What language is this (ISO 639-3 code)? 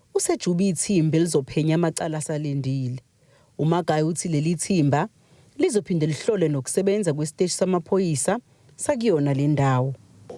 zul